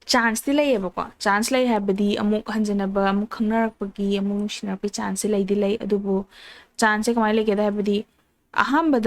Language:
Manipuri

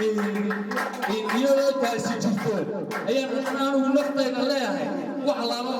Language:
Somali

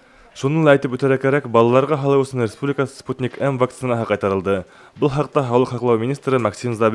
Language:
Bashkir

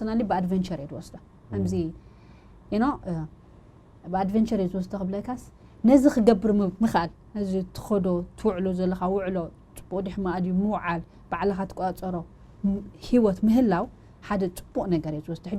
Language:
Tigrinya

